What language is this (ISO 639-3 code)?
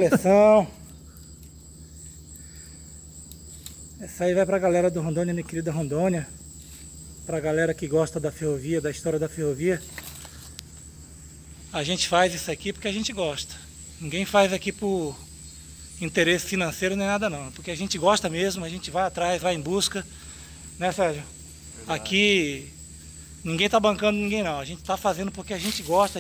por